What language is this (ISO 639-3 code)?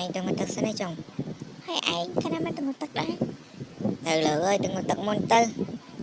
khm